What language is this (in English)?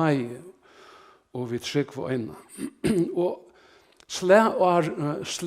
Faroese